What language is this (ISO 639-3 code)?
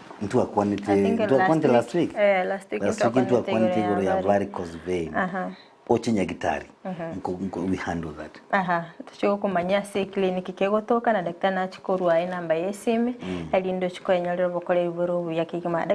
guz